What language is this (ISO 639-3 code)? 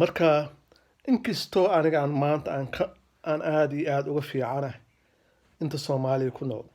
som